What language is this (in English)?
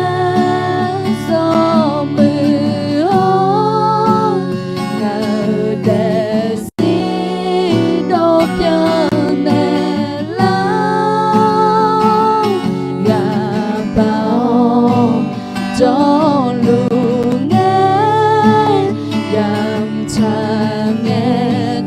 Akha